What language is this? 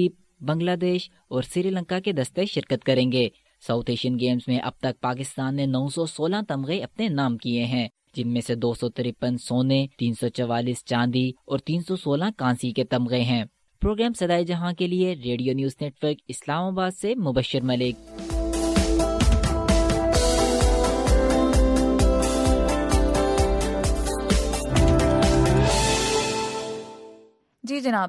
Urdu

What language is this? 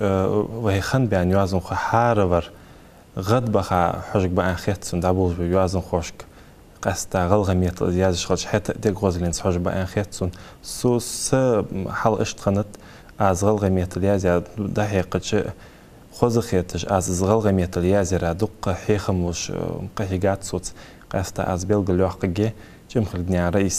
Ingush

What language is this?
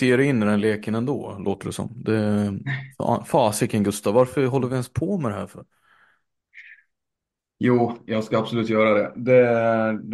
Swedish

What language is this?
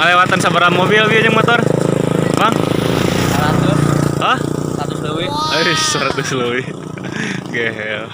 Sundanese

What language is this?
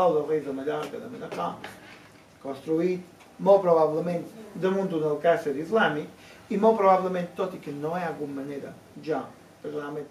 Catalan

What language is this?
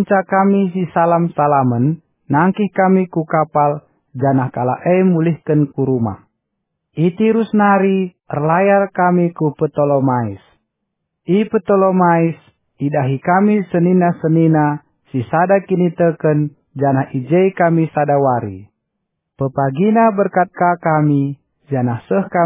Batak Karo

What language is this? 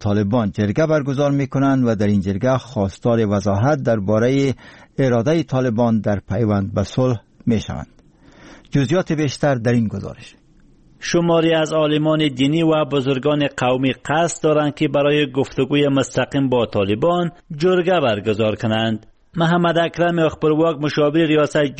Persian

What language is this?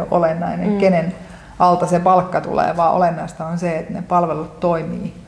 Finnish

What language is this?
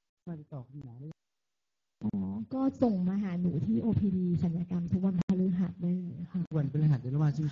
Thai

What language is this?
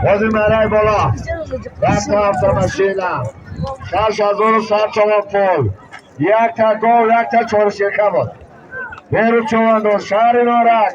Tajik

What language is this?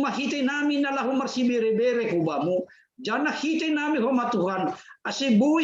Batak Simalungun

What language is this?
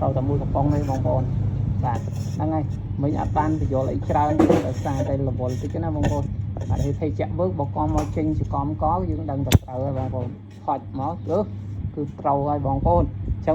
Khmer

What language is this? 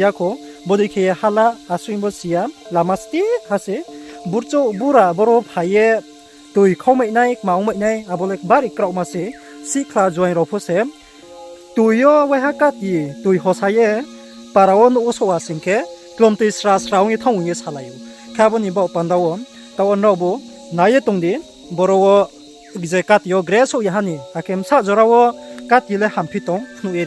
Riang (India)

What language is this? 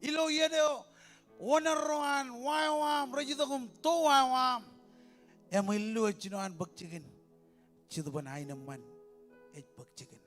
Marshallese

